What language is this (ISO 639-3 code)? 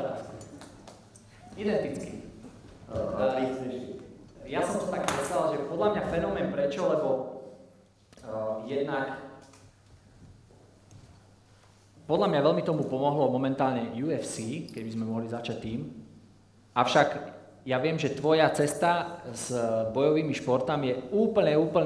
slk